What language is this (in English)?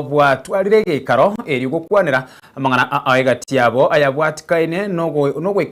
Gusii